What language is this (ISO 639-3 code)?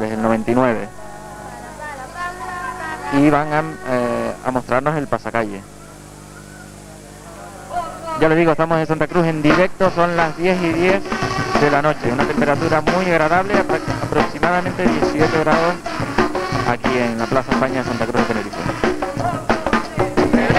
spa